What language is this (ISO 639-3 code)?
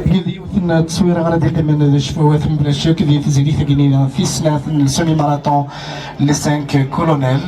kab